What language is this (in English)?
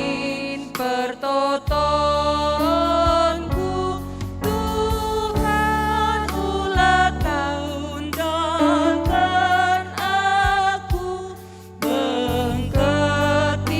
Batak Karo